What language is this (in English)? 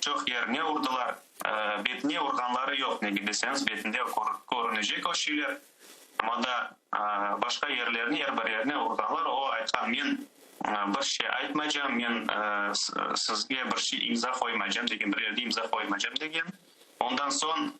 Crimean Tatar